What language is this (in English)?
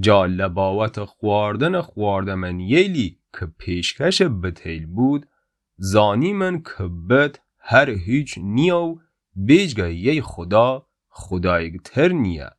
Gilaki